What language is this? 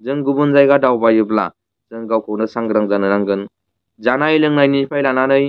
Bodo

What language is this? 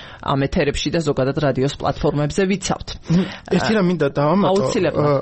Georgian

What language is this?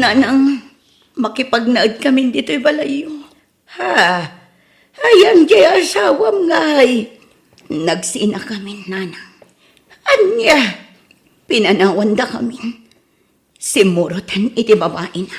Iloko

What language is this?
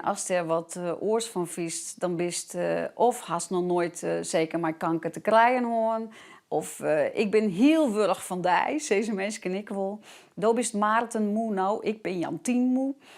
Western Frisian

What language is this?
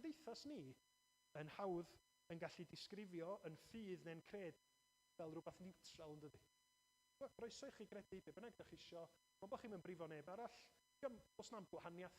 Welsh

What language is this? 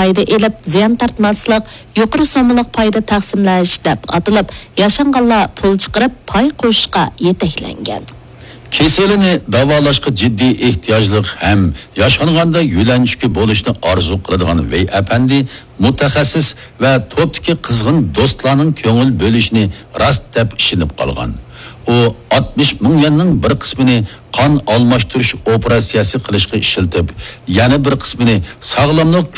Uyghur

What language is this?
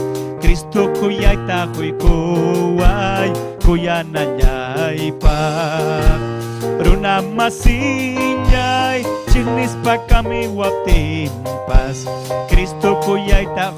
Ayacucho Quechua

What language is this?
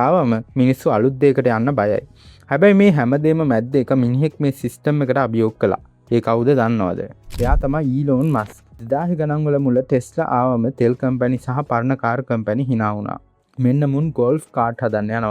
Sinhala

